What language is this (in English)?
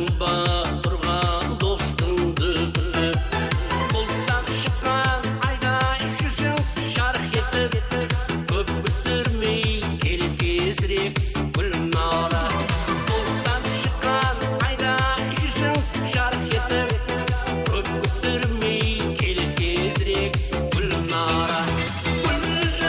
Kara-Kalpak